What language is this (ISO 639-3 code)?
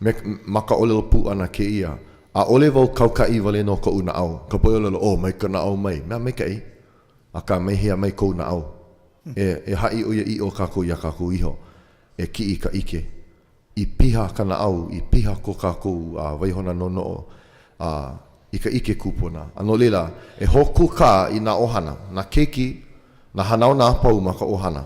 haw